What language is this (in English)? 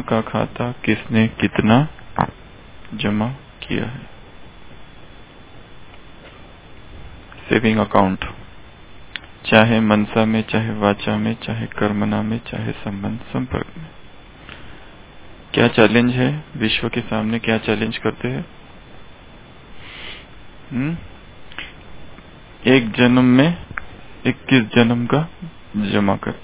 Hindi